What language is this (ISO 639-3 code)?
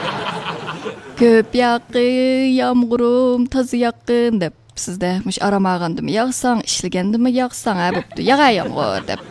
uig